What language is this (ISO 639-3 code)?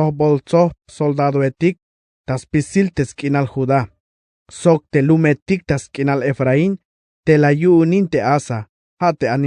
tzh